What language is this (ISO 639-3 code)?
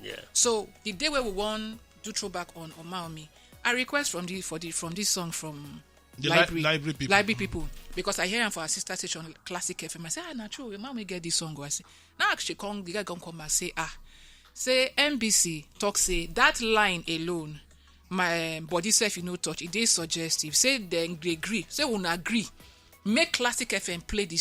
pcm